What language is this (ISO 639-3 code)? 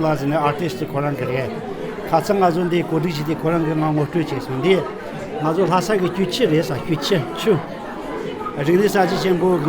bod